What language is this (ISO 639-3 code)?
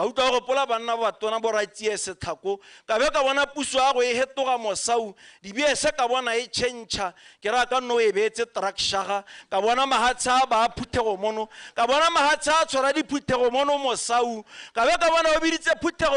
tsn